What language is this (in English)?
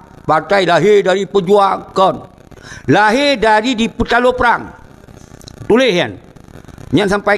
Achinese